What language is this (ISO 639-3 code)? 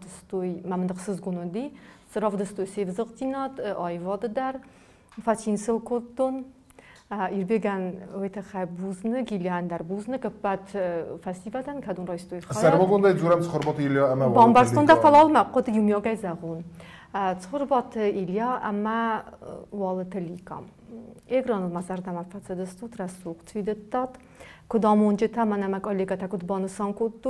oss